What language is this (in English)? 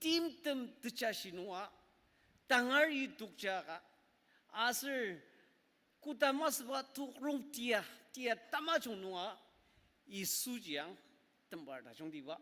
Ao Naga